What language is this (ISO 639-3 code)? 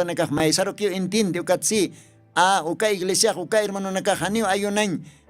aym